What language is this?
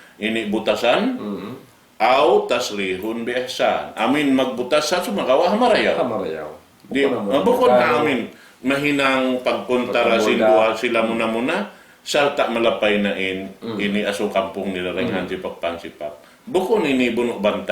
Tausug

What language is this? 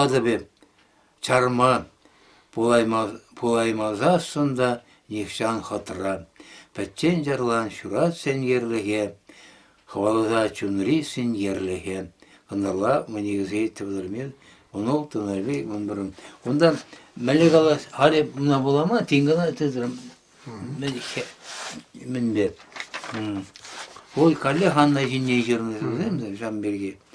Chuvash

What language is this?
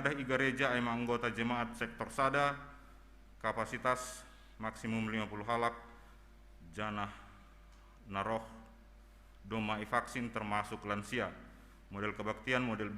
Batak Simalungun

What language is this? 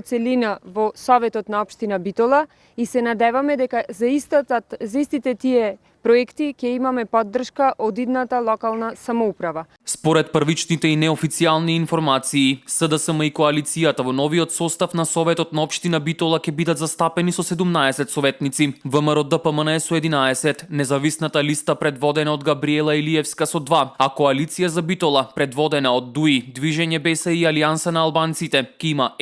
Macedonian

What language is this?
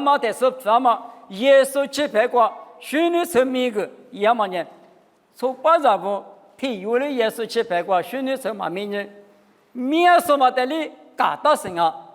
Lisu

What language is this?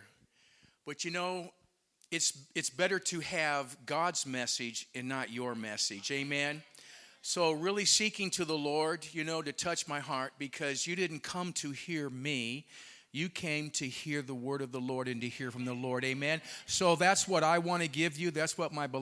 English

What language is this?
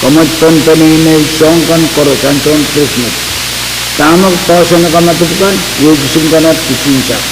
Pohnpeian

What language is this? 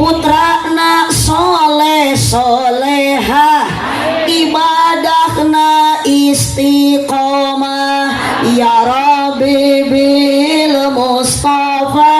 Sundanese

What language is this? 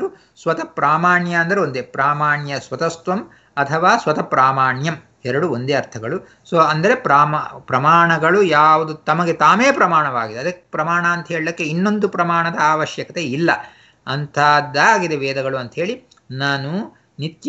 Kannada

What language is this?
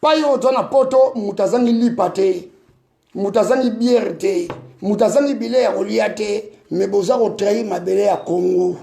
Lingala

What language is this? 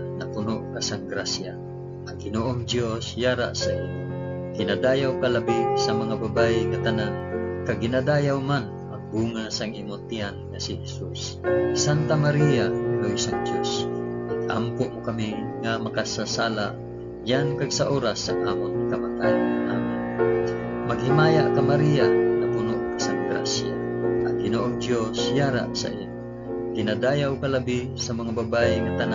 Hiligaynon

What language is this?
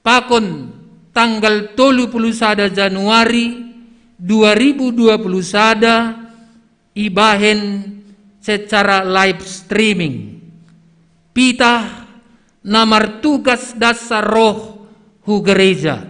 Batak Simalungun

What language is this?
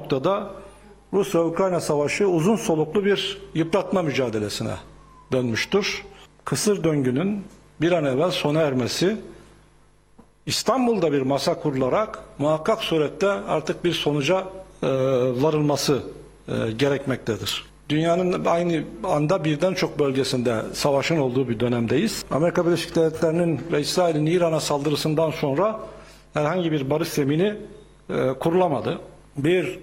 Turkish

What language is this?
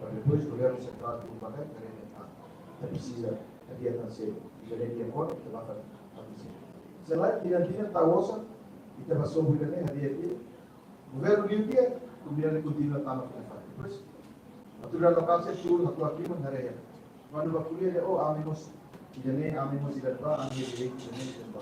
Tetum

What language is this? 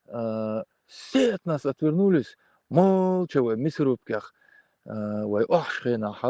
Chechen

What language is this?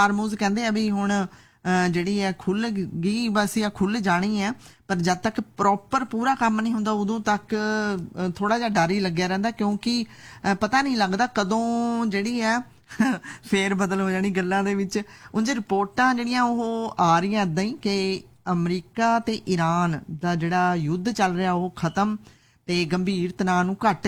Punjabi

